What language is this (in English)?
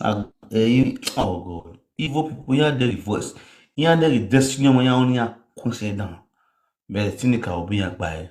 Nigerian Pidgin